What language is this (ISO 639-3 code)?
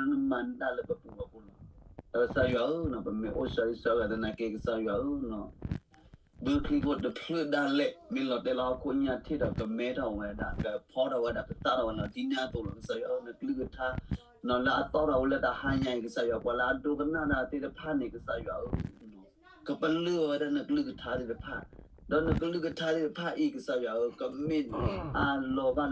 ksw